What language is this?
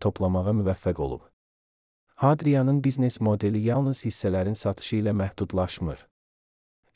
Azerbaijani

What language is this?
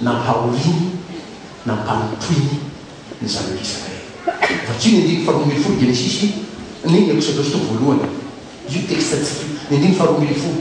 Malagasy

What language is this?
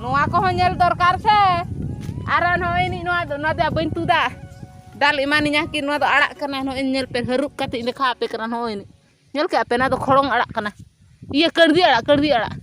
Santali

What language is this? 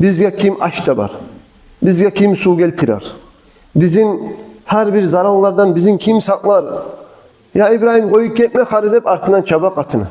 Kumyk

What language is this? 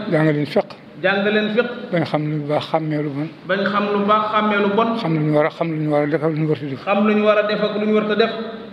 Wolof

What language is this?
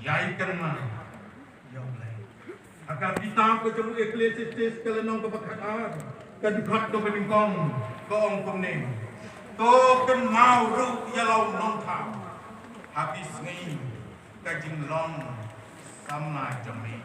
Khasi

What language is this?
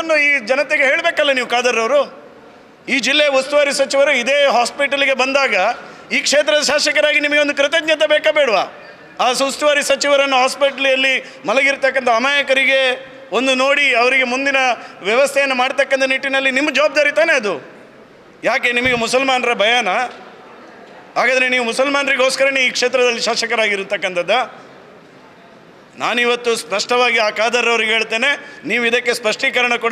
Kannada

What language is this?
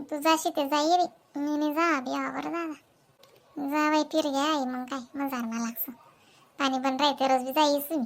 Khandesi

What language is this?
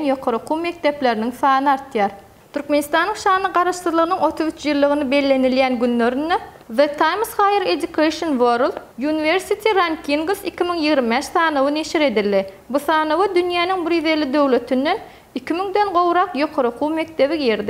Turkmen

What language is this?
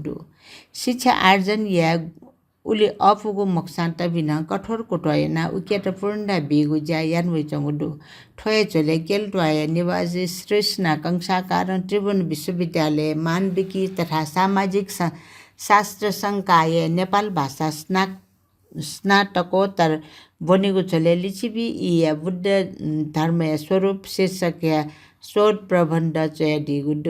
Newari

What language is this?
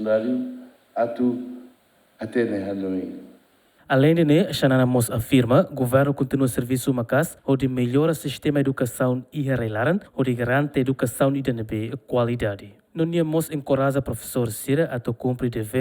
Tetum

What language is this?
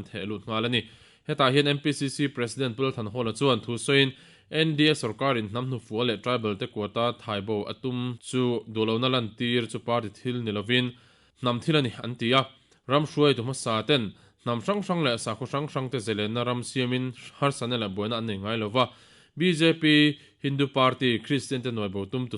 Mizo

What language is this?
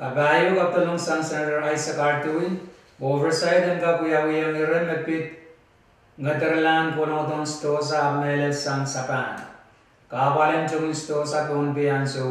Pohnpeian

